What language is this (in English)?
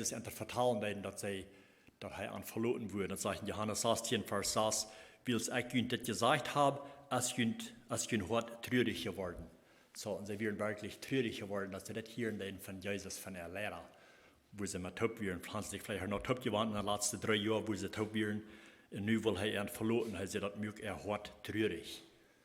Plautdietsch